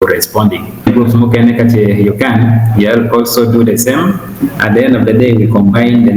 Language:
Acoli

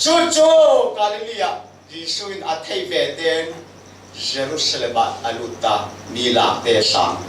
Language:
Falam Chin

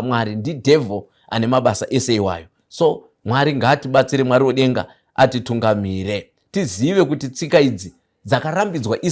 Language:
Shona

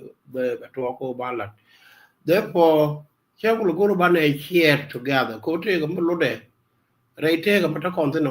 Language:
Nuer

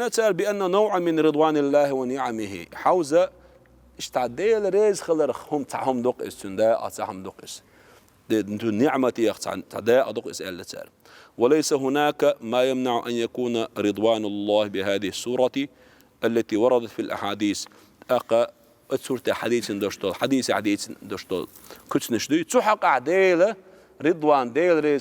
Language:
Chechen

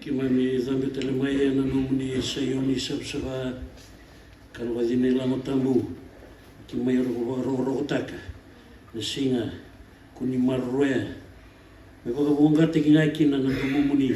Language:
Fijian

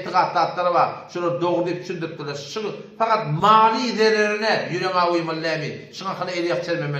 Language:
Turkmen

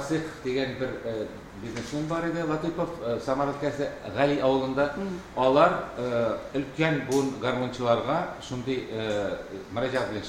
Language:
Tatar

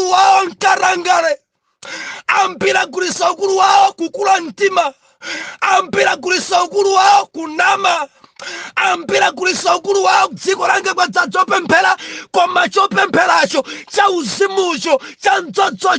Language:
Nyanja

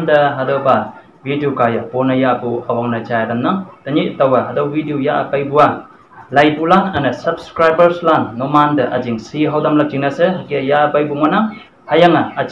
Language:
Konyak Naga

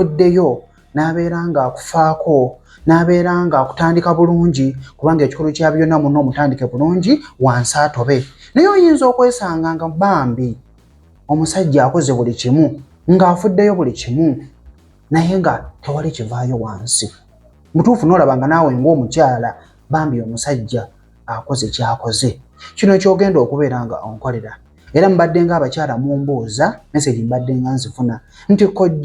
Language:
Ganda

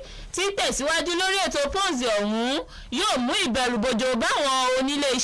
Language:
Yoruba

